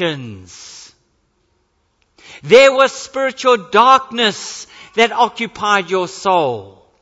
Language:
English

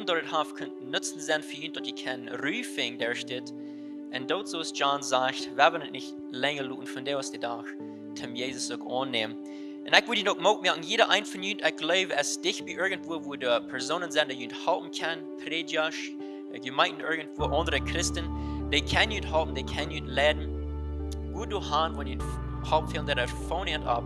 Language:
Plautdietsch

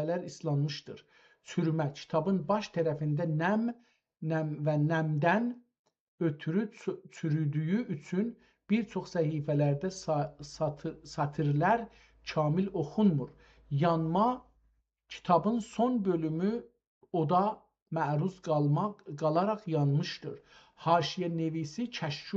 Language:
South Azerbaijani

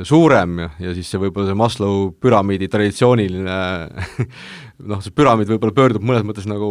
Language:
Estonian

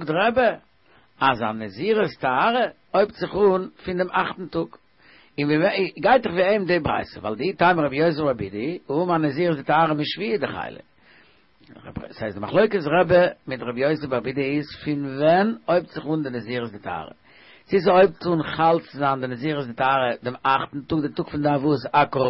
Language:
Yiddish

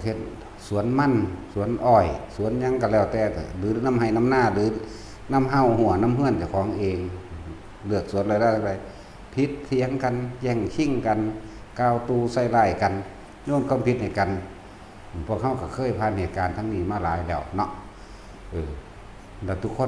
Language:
Northeastern Thai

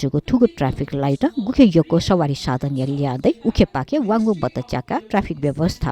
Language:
Newari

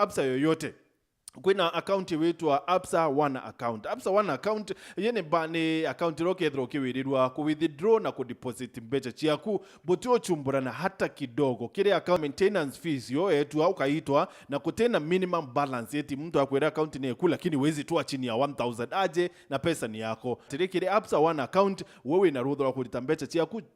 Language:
Meru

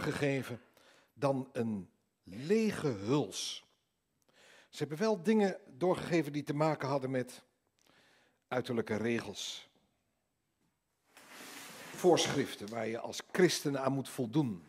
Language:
Dutch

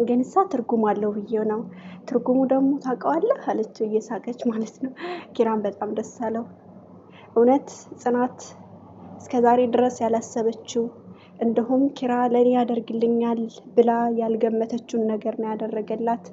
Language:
Amharic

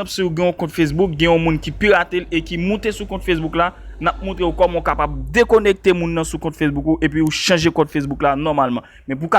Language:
Haitian Creole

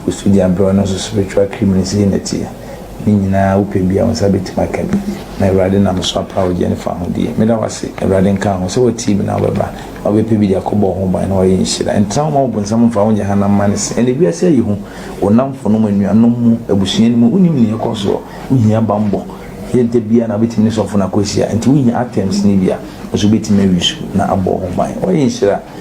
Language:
Akan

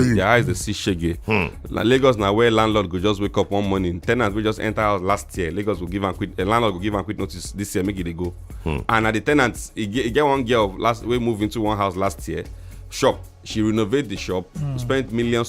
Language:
Nigerian Pidgin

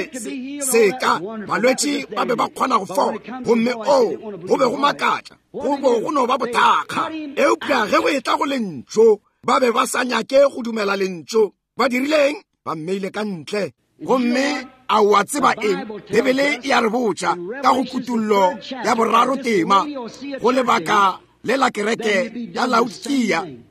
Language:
Northern Sotho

